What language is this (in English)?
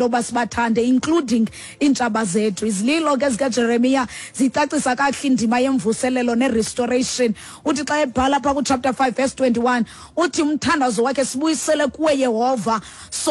Xhosa